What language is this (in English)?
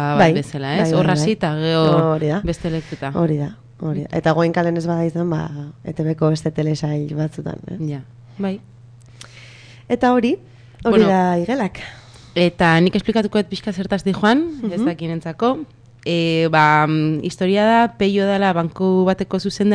Basque